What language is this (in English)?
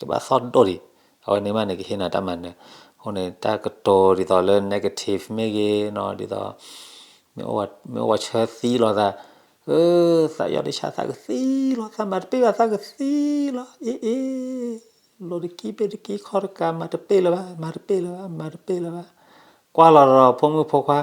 S'gaw Karen